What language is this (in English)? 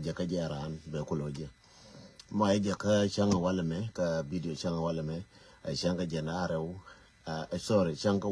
Nuer